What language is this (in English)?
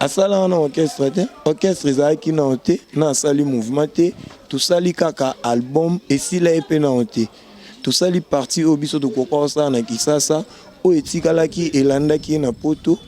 Lingala